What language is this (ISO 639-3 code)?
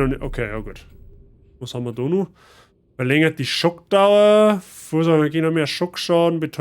bar